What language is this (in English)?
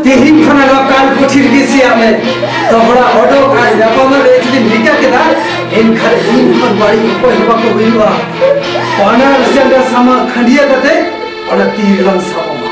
Santali